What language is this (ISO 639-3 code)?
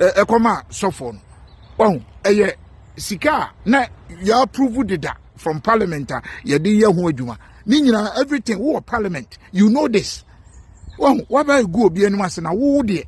aka